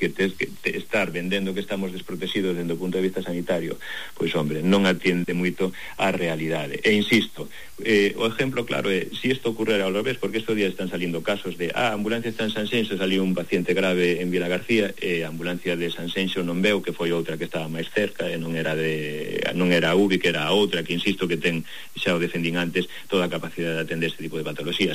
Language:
Galician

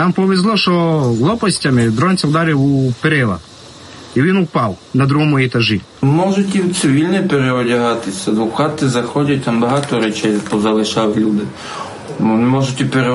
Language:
Ukrainian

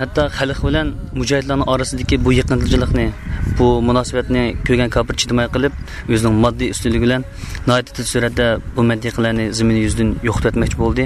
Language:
Uyghur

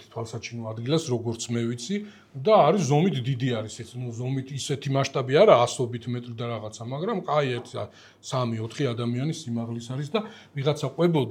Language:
Georgian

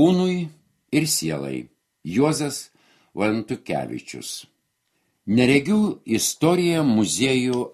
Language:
Lithuanian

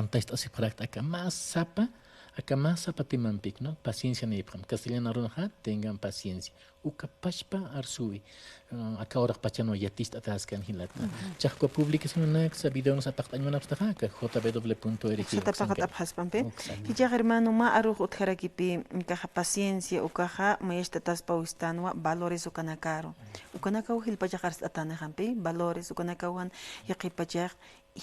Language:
Aymara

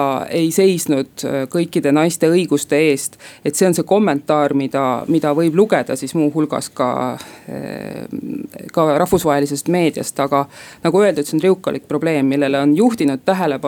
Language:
Estonian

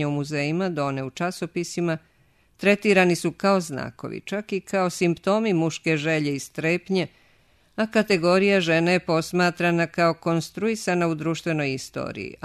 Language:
Serbian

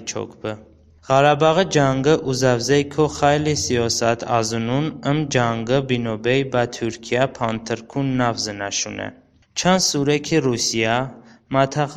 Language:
Talysh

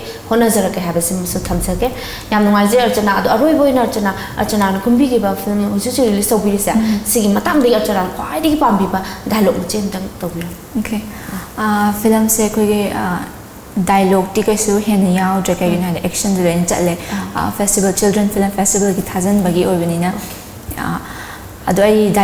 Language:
Manipuri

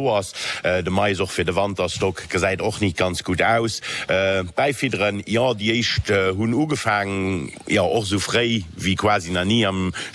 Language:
Luxembourgish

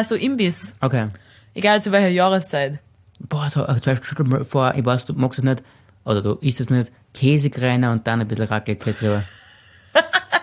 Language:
German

